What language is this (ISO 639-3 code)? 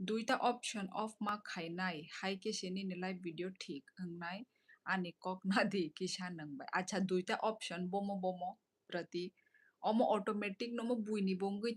trp